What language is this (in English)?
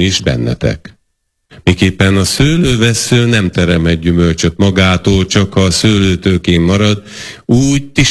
Hungarian